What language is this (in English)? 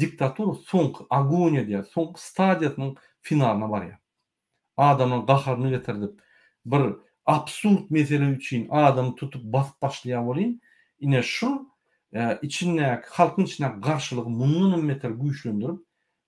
Turkmen